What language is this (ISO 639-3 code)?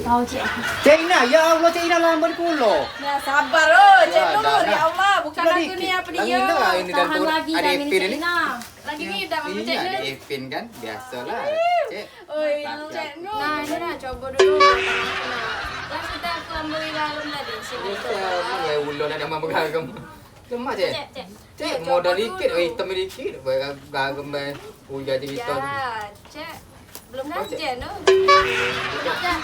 mui